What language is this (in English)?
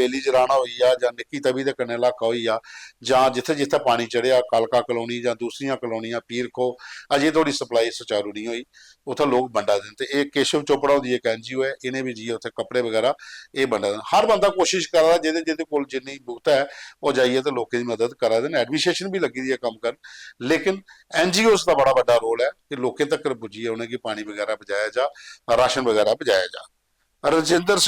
Dogri